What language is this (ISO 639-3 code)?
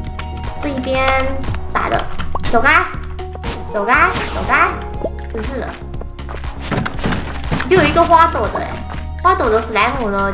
zho